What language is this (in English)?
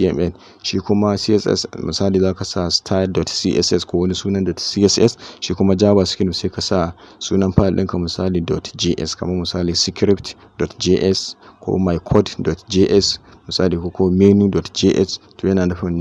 Hausa